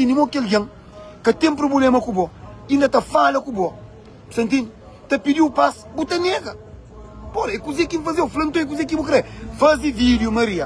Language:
Kabuverdianu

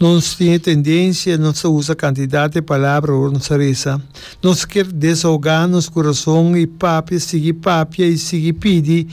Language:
Papiamento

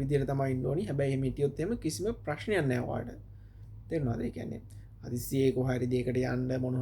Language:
Sinhala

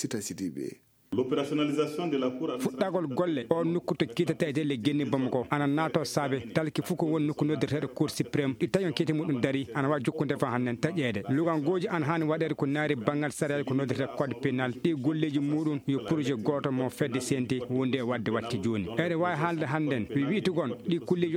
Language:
Fula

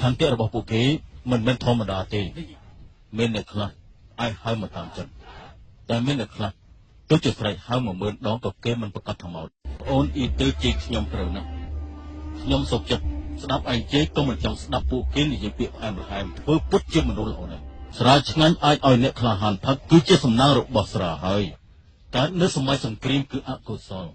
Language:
Khmer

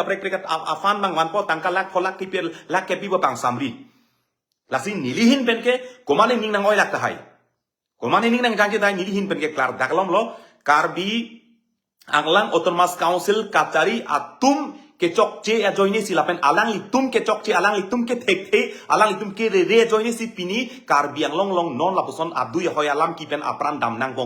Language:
Karbi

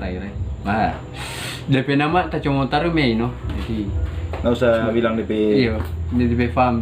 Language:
Manado Malay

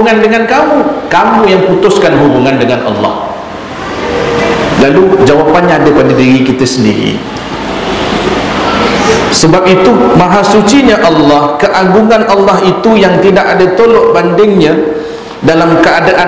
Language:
Malay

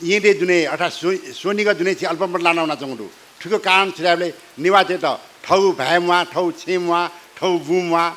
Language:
Newari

